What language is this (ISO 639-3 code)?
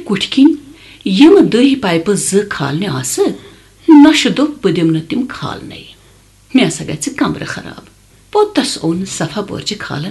kas